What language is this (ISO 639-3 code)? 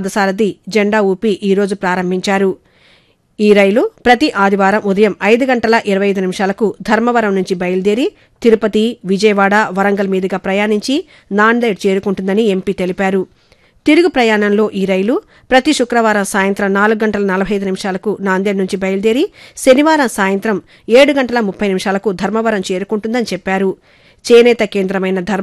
tel